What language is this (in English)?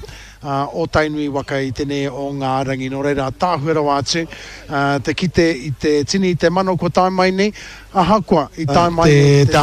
Māori